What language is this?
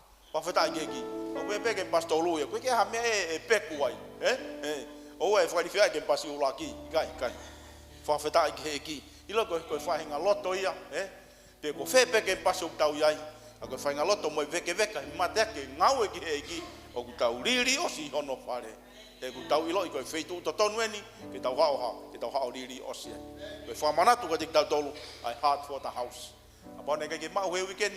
Tongan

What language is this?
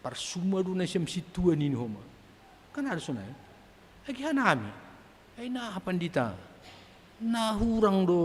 Batak Simalungun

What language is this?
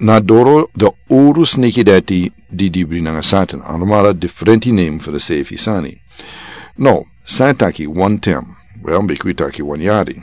Sranan Tongo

